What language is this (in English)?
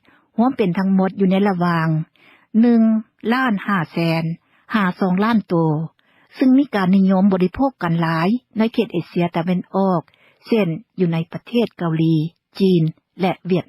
Lao